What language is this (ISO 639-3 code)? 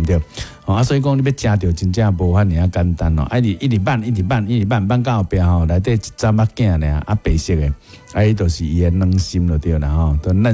nan